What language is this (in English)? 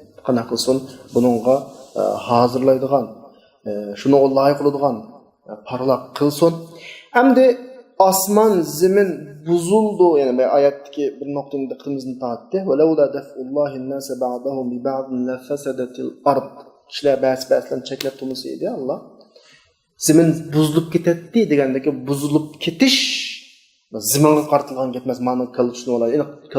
Uyghur